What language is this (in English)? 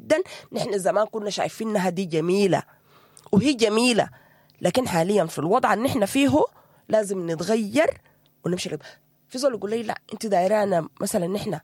Sudanese Arabic